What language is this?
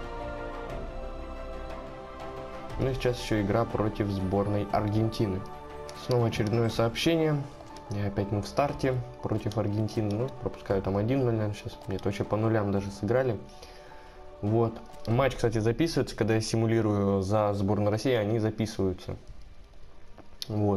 Russian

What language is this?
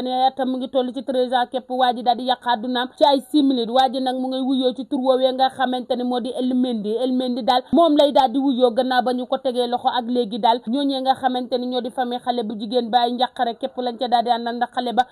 Wolof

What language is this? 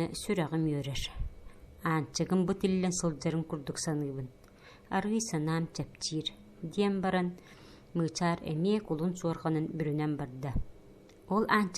Yakut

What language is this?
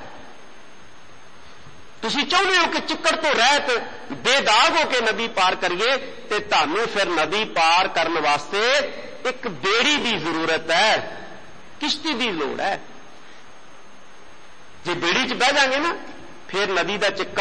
Punjabi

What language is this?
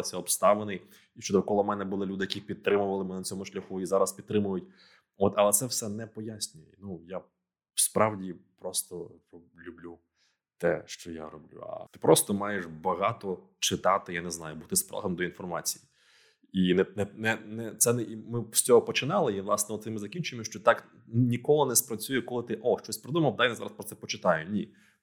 Ukrainian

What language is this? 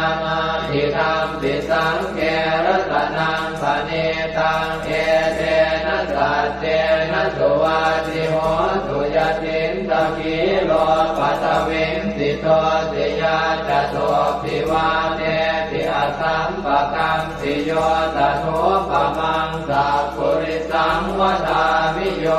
Pali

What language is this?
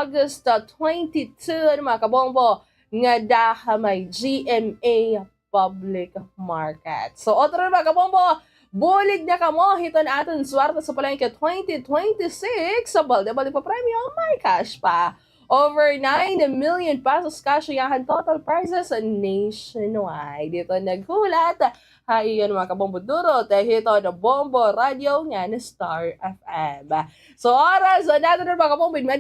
Waray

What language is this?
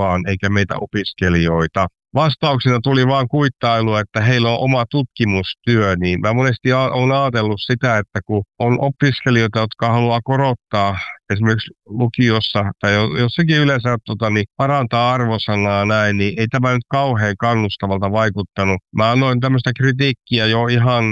Finnish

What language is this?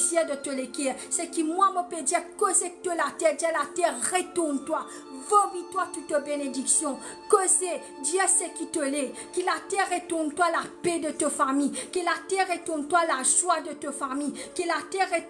Morisyen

